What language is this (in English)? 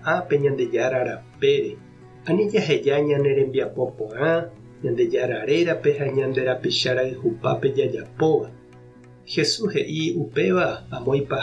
Guarani